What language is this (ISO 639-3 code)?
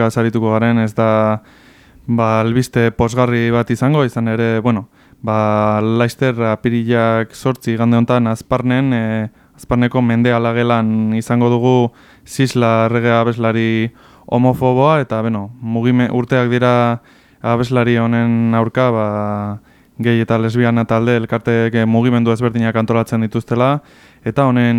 eus